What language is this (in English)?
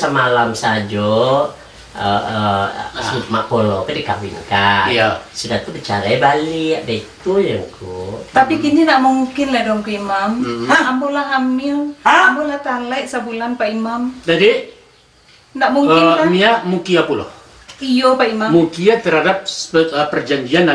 Minangkabau